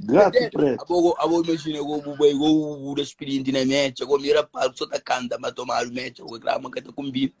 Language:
Kabuverdianu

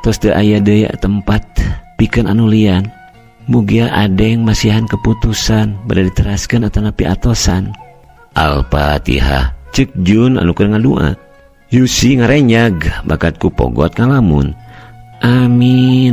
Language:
Sundanese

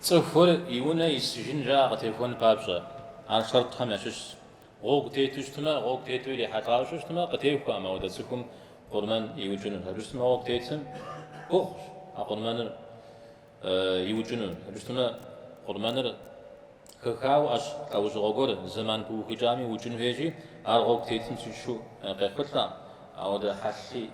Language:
Kabardian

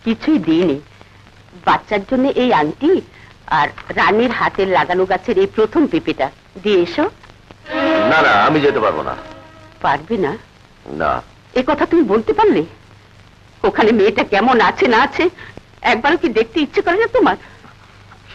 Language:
Bangla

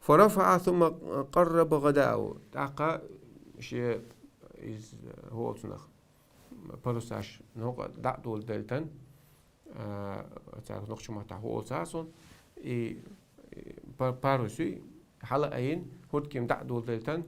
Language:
Chechen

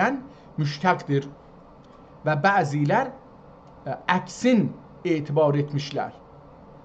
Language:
South Azerbaijani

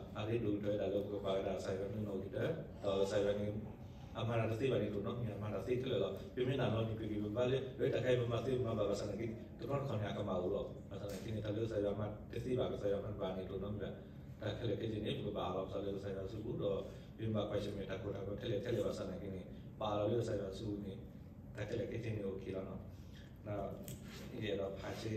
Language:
S'gaw Karen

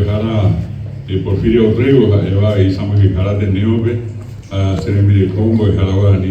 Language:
Guarani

